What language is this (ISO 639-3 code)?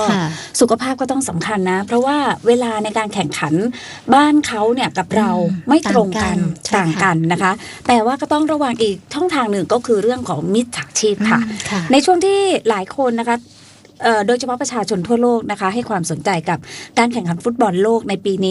tha